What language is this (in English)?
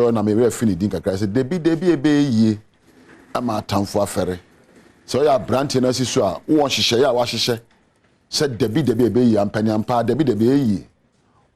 Akan